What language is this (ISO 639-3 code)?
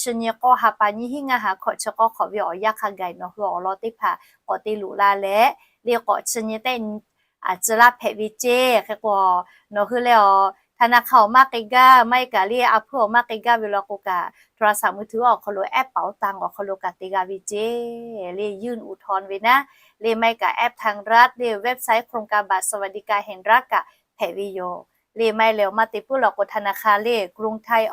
lhu